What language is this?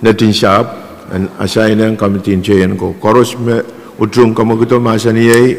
Pohnpeian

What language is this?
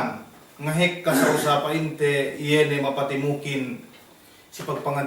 Yakan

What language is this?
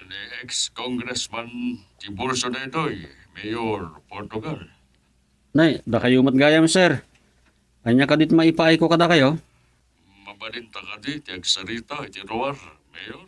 Iloko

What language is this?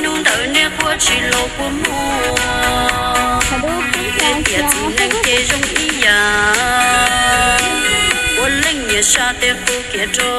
Hmong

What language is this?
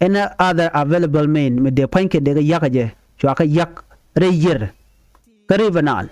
Nuer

